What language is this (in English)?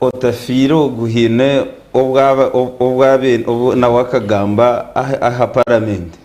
Nyankole